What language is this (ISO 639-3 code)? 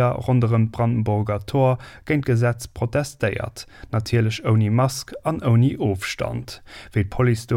ltz